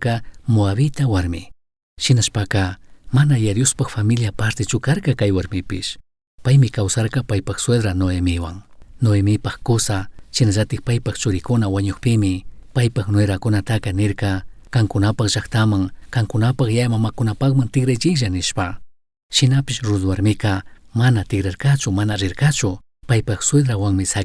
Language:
Chimborazo Highland Quichua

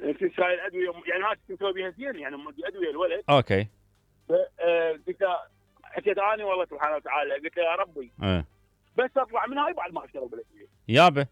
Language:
Mesopotamian Arabic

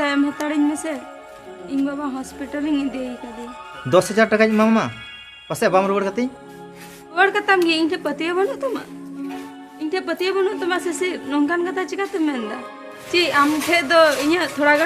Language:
Santali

